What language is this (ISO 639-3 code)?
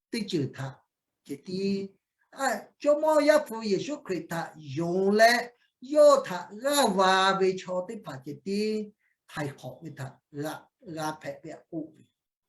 lhu